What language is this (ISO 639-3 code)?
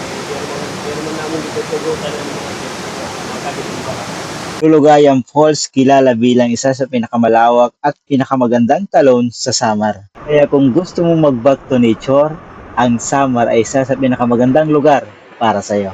war